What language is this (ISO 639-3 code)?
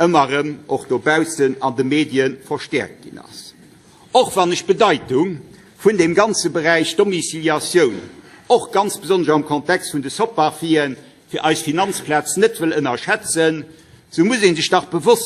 ltz